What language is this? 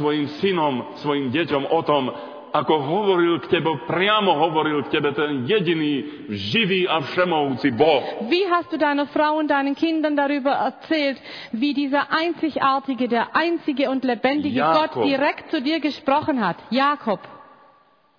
Slovak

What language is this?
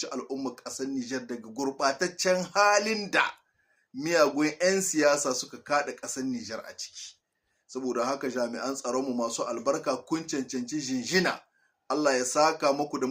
Hausa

